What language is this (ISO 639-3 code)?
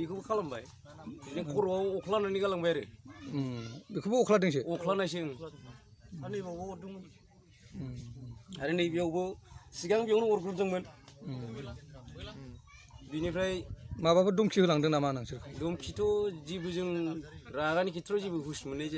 brx